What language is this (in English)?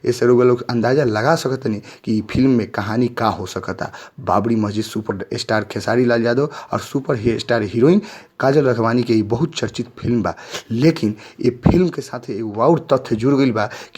Bhojpuri